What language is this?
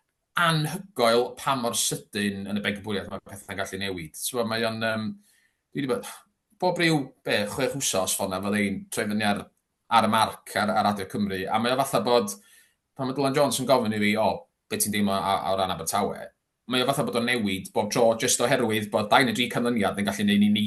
Welsh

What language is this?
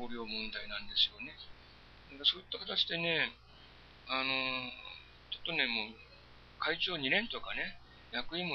Japanese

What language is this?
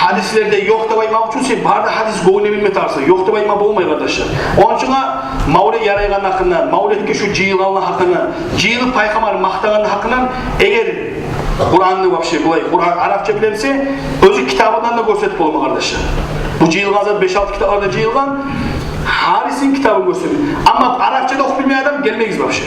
Kumyk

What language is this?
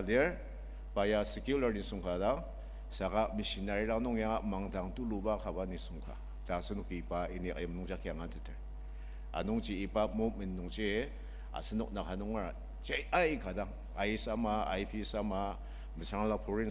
Ao Naga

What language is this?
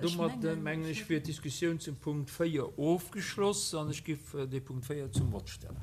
Luxembourgish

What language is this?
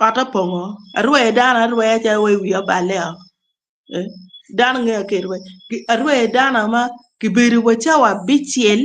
Acoli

